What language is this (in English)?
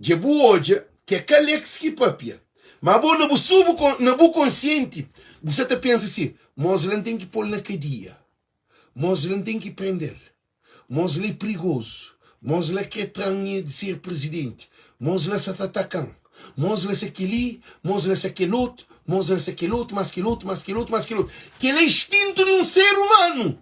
Kabuverdianu